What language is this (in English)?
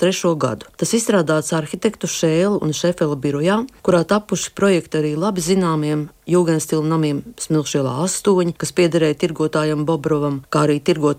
Latvian